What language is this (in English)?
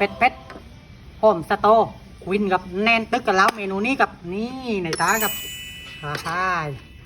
Northeastern Thai